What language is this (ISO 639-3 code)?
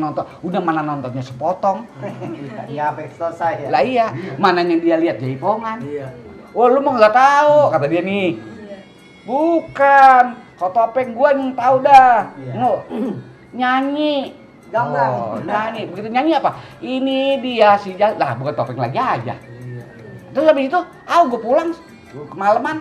bew